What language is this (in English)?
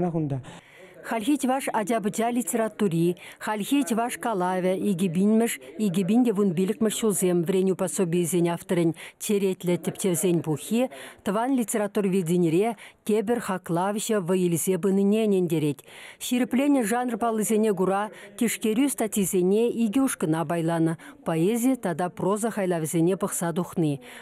Chuvash